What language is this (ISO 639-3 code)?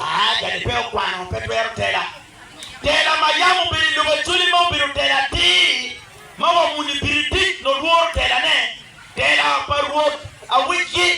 ach